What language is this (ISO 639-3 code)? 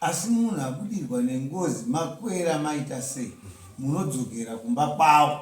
sna